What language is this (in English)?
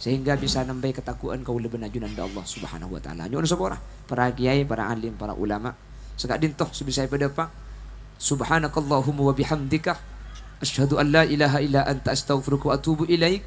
Madurese